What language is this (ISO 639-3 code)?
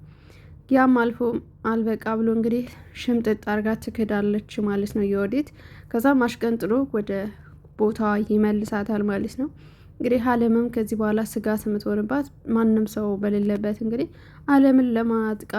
amh